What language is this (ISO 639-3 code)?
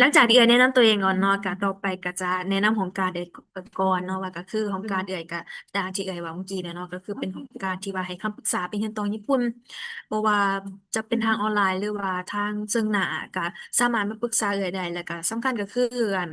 lao